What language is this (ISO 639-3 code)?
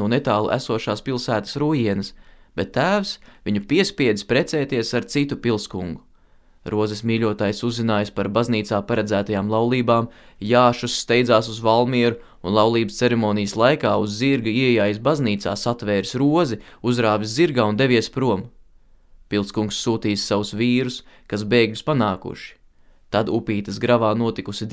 lav